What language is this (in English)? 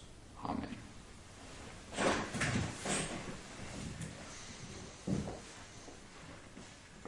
Finnish